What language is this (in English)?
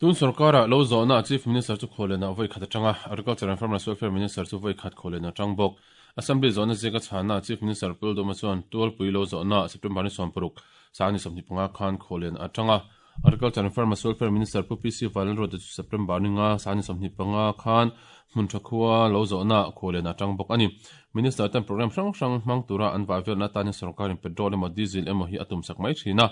Mizo